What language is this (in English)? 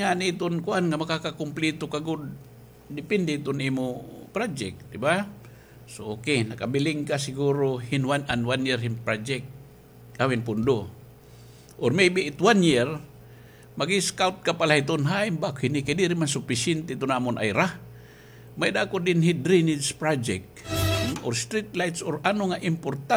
Waray